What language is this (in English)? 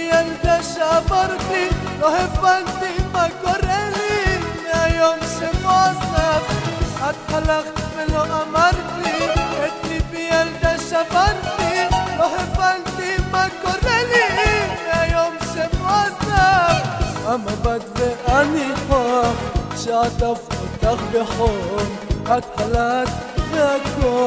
Hebrew